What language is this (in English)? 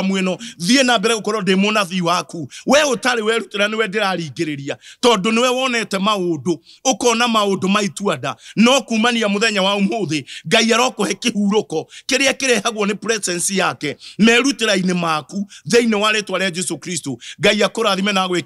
Kikuyu